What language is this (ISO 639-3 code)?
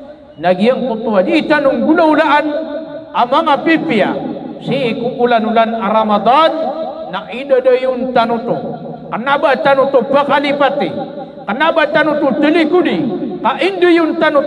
mrw